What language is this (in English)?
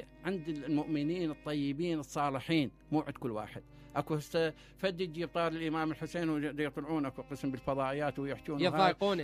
Mesopotamian Arabic